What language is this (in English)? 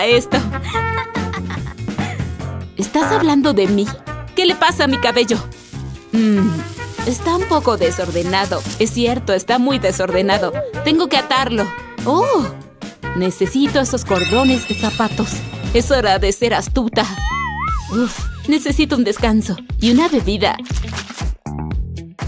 Spanish